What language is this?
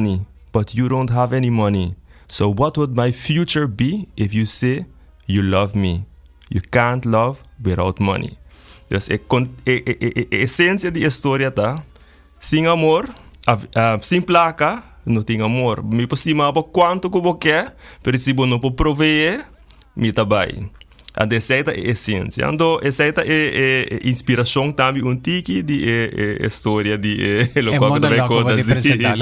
Papiamento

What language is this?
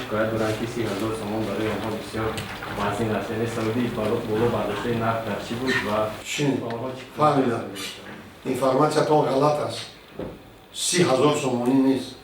Tajik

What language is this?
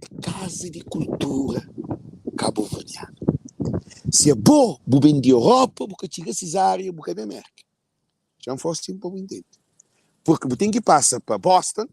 Kabuverdianu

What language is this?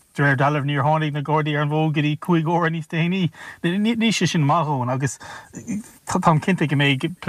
Irish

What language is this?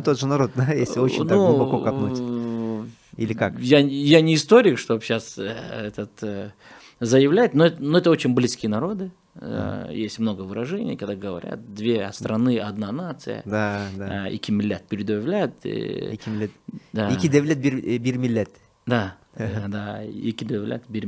Russian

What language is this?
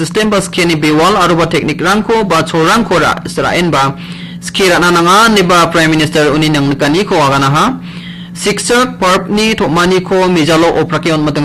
Garo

